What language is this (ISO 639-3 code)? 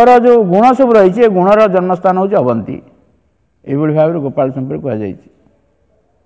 ori